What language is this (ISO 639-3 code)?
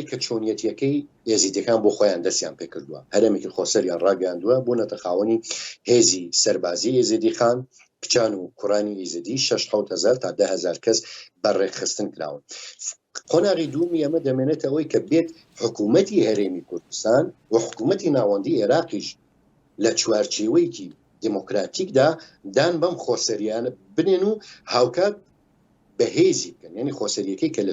ckb